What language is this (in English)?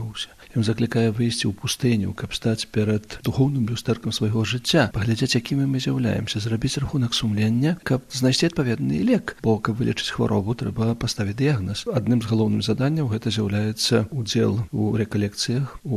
Belarusian